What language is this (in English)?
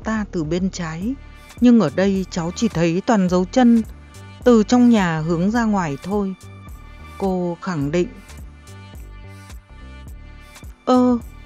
Vietnamese